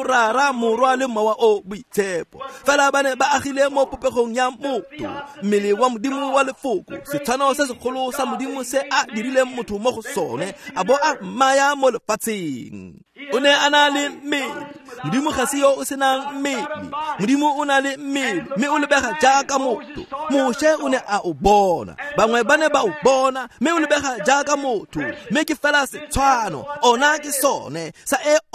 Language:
Tswana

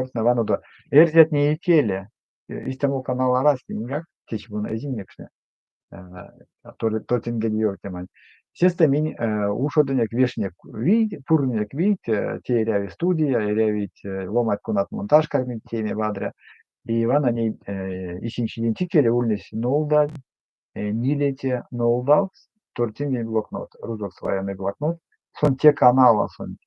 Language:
Erzya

